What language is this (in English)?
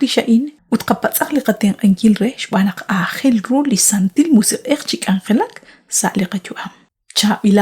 Kekchí